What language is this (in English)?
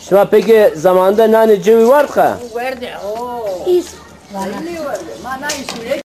Zaza